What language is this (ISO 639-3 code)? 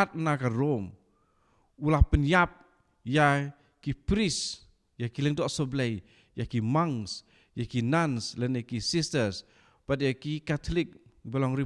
kha